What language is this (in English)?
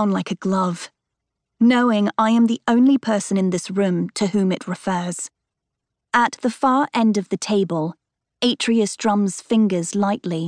English